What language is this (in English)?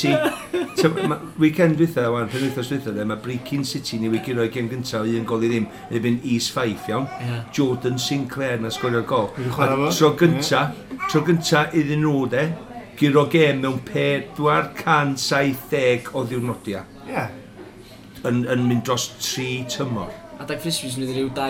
Welsh